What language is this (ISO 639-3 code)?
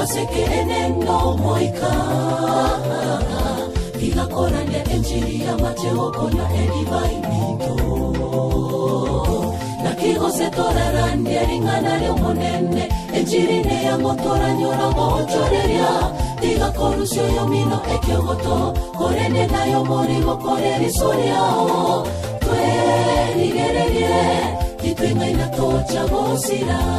guz